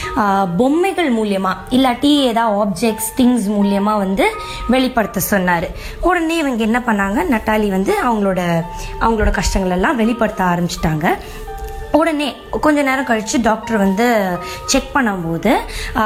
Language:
Tamil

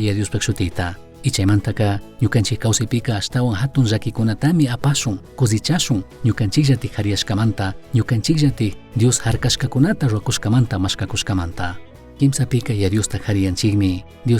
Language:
Chimborazo Highland Quichua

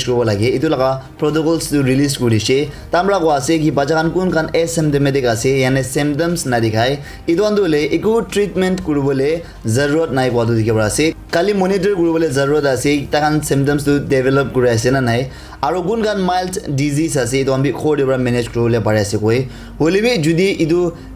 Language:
Naga Pidgin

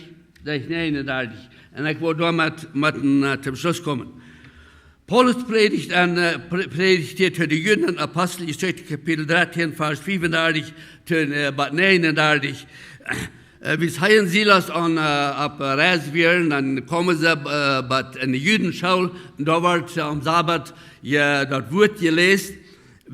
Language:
Plautdietsch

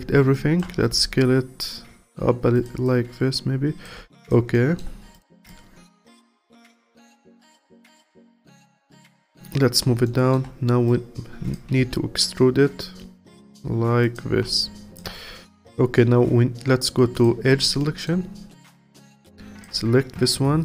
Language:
English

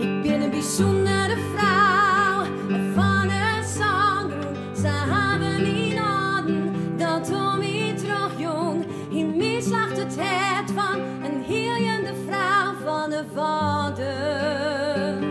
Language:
Western Frisian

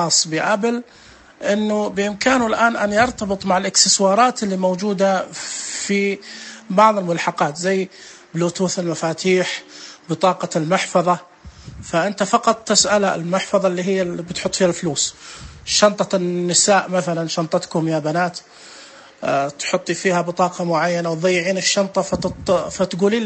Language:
Najdi Arabic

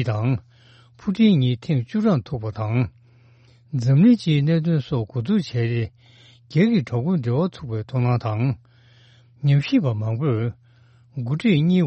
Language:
Tibetan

